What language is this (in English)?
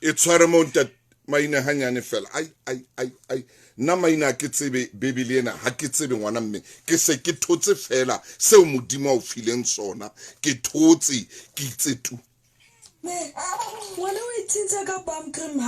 Southern Sotho